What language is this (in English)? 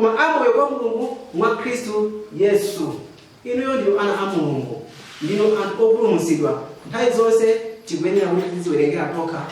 Nyanja